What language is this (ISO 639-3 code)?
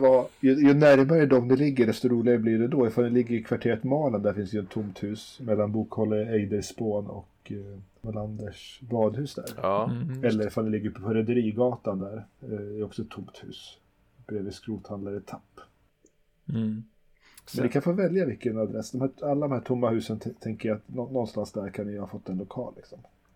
swe